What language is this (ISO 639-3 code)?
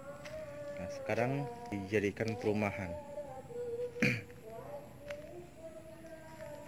ind